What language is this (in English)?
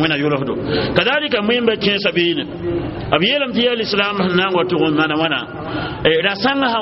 Mossi